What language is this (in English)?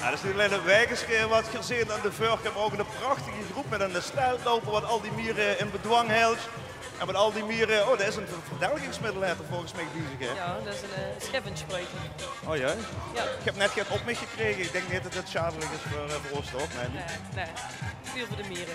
Limburgish